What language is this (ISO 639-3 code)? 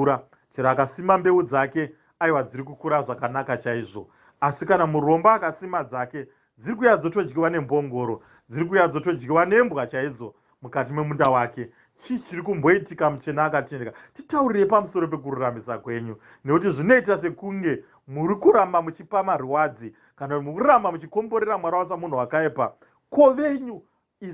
sna